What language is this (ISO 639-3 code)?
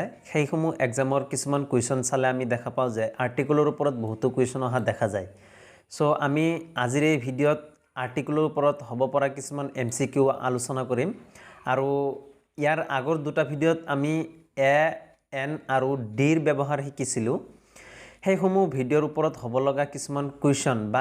asm